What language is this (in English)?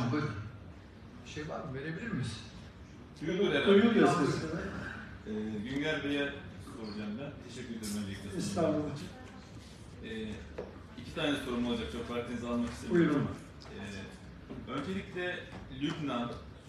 Turkish